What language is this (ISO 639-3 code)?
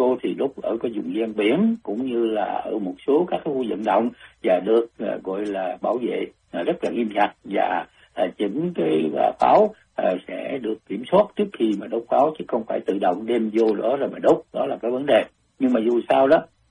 vie